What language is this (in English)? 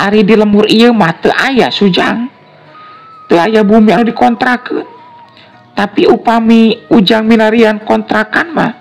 Sundanese